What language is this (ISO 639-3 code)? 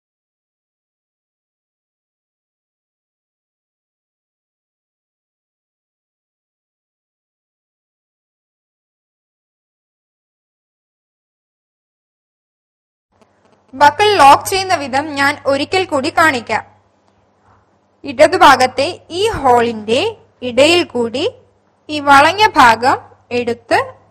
mal